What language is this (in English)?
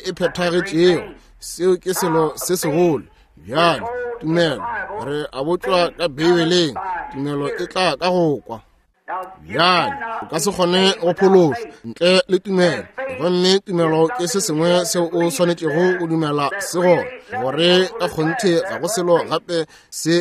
Northern Sotho